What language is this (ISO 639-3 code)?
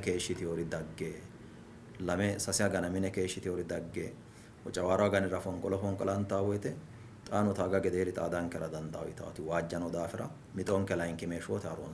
sid